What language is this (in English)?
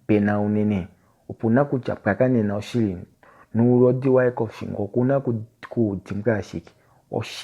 Kuanyama